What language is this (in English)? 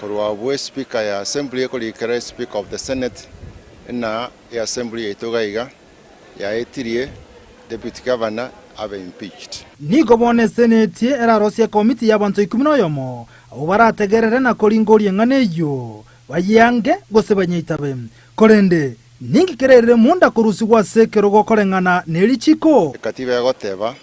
Gusii